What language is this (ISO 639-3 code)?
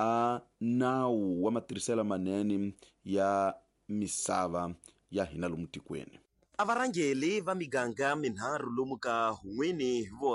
tso